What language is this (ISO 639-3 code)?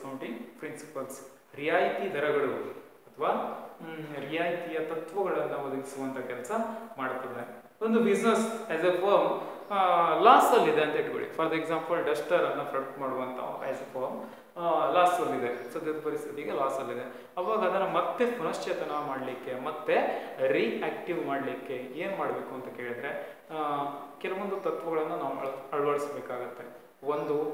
kan